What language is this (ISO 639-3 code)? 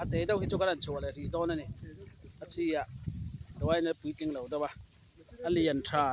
lus